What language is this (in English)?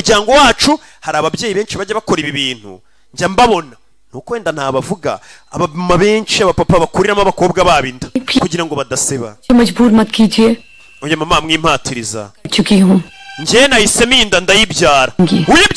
Kinyarwanda